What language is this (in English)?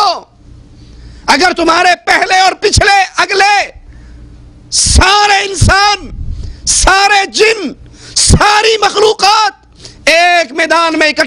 Urdu